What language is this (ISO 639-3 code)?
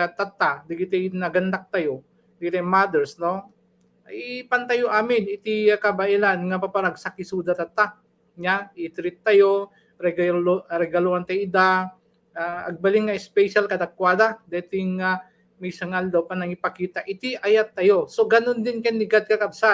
ilo